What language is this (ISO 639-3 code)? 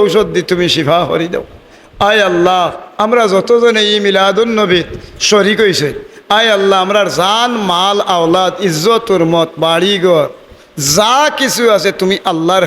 syl